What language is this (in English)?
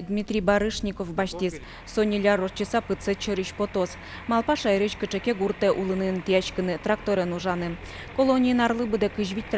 Udmurt